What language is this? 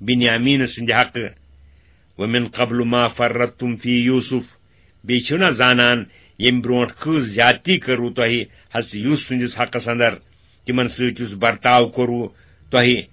Kashmiri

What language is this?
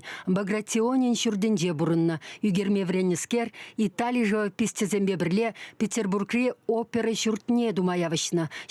Chuvash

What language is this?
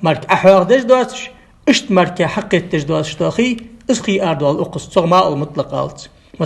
Ingush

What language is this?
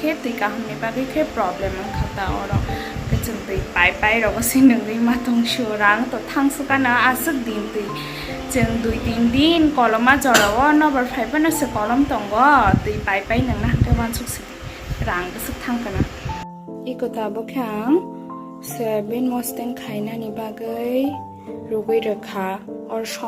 Kok Borok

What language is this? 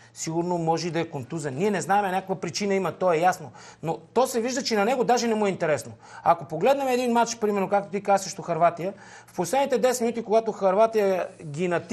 Bulgarian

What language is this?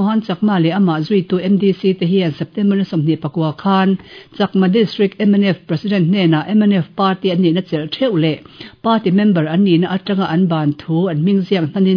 Mizo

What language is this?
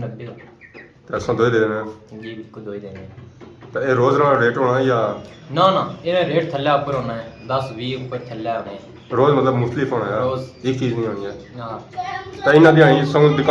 Pahari-Potwari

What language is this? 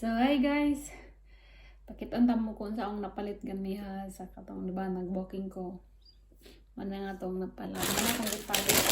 Cebuano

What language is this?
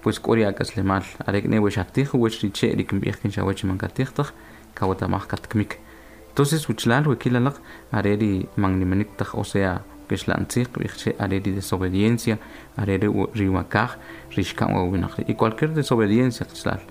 Kʼicheʼ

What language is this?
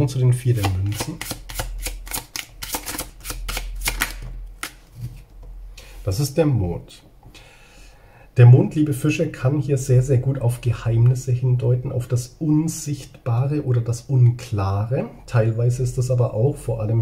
German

